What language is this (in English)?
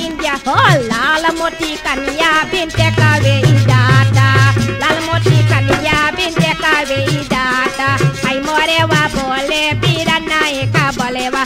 Bhojpuri